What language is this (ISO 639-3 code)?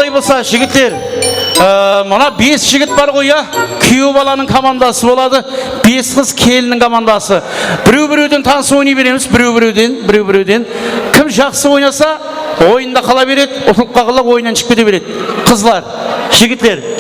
kaa